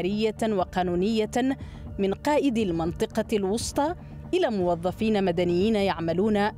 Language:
Arabic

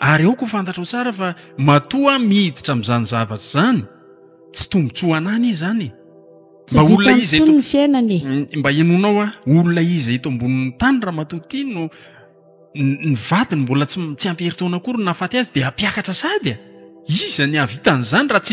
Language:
Malagasy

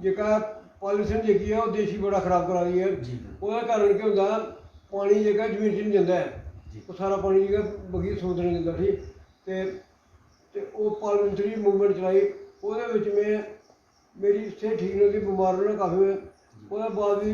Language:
Dogri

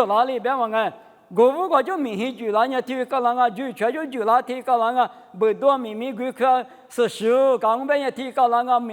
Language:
Lisu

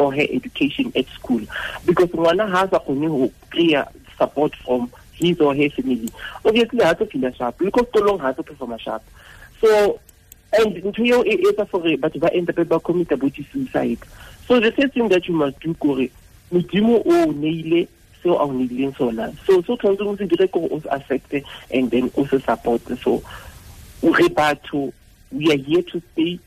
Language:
Tswana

